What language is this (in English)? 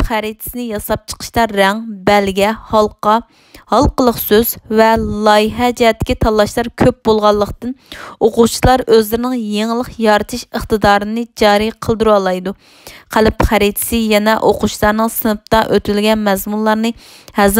Uyghur